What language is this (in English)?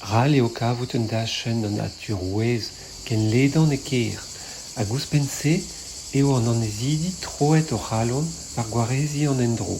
Breton